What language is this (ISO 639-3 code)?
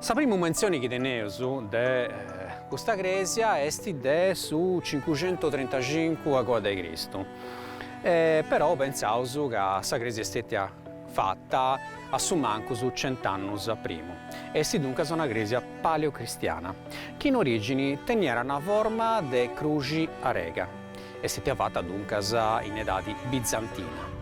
srd